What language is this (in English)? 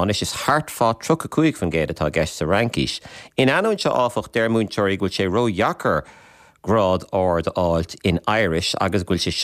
Irish